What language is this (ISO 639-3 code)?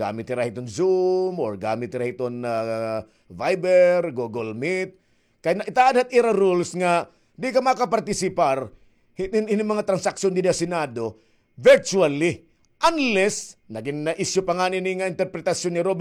war